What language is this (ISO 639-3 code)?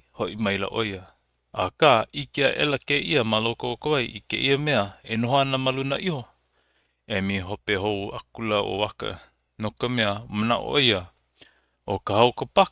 haw